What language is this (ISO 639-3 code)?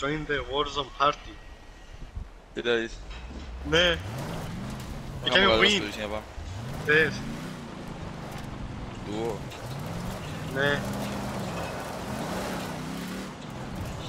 ell